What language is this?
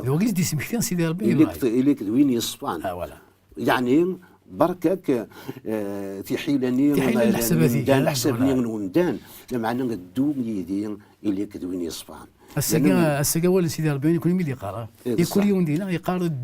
Kabyle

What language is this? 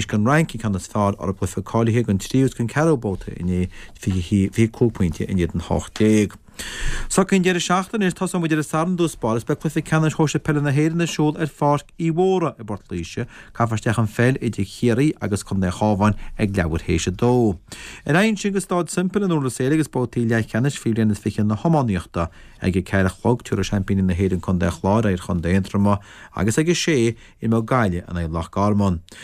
Irish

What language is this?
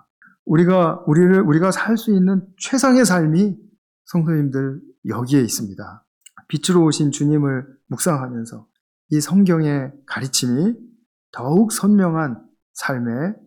Korean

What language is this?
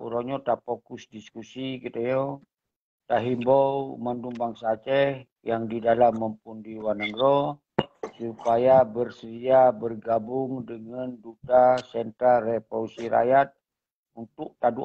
Achinese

